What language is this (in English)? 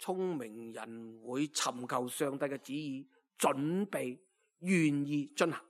Cantonese